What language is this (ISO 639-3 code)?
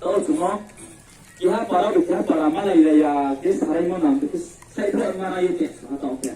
ria